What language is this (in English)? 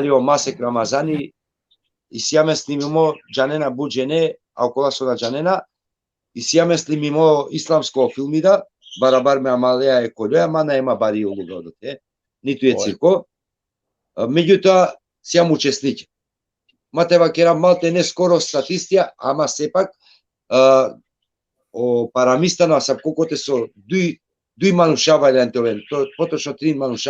Balkan Romani